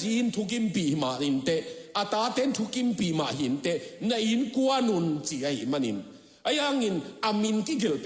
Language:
Tedim Chin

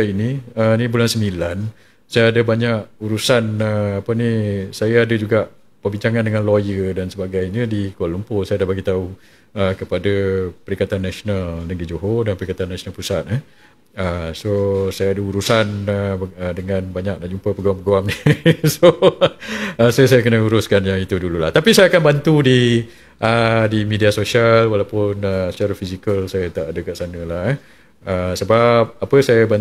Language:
Malay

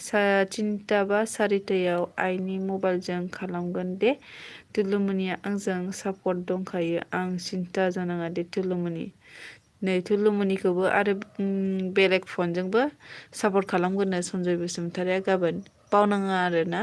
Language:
Bodo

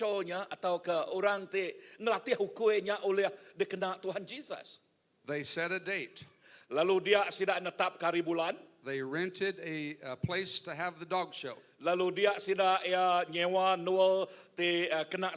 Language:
Iban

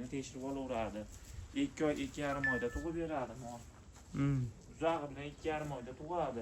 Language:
Uzbek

